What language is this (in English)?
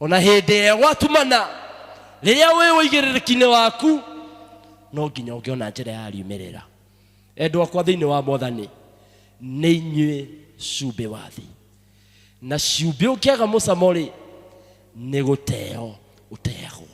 Kikuyu